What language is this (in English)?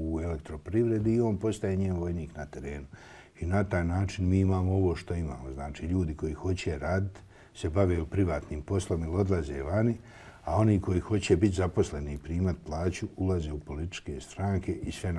Bosnian